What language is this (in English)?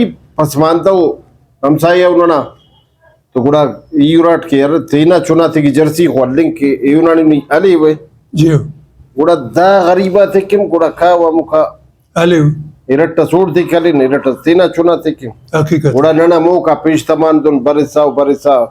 Brahui